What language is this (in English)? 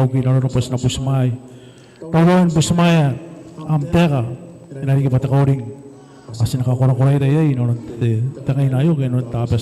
Gilbertese